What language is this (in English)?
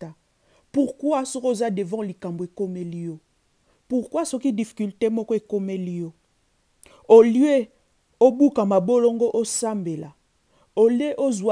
Lingala